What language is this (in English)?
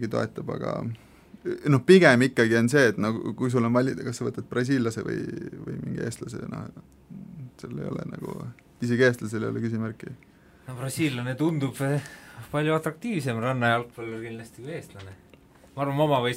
Estonian